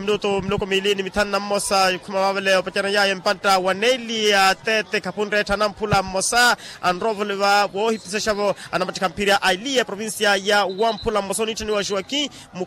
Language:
Makhuwa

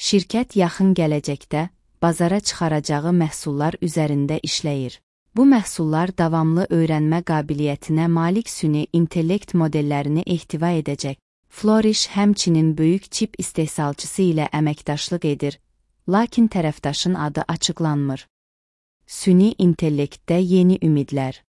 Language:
Azerbaijani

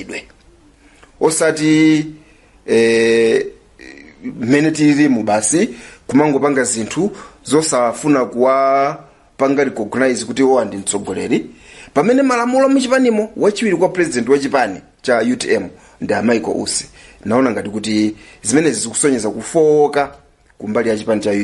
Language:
Nyanja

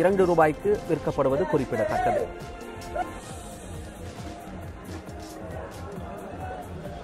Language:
Tamil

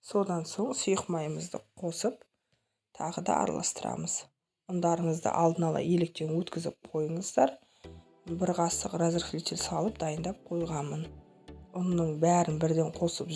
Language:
Kazakh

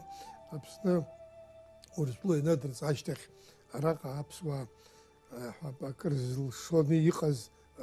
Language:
Abkhazian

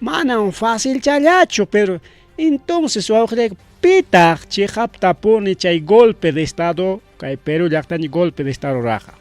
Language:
Ayacucho Quechua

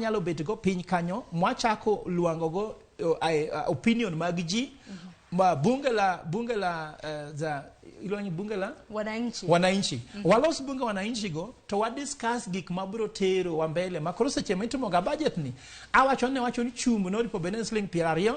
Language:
Luo (Kenya and Tanzania)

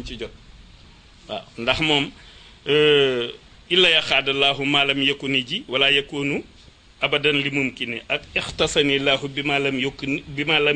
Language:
Wolof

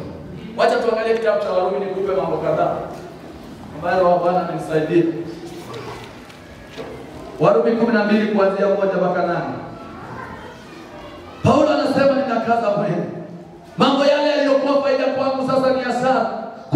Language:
Swahili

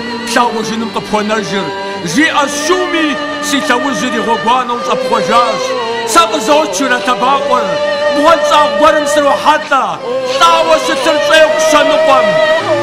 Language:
Kabardian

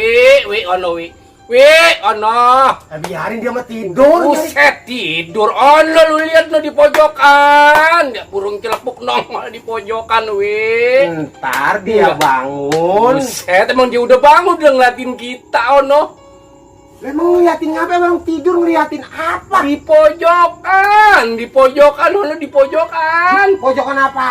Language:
Betawi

